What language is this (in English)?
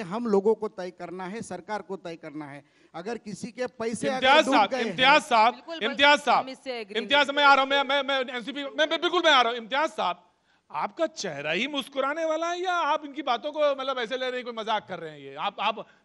Hindi